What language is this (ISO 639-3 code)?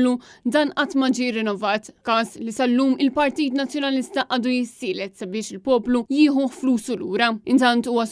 mlt